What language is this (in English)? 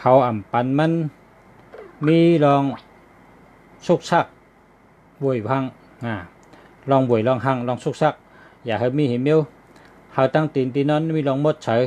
Shan